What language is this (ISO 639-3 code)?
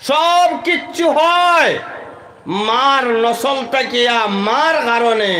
syl